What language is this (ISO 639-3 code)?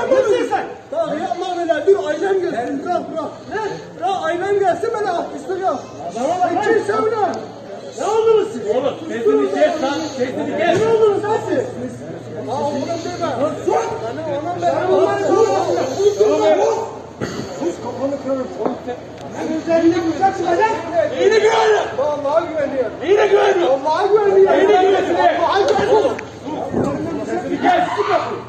tur